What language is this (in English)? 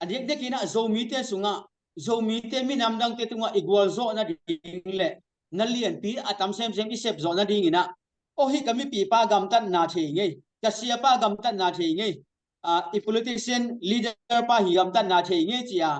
Tedim Chin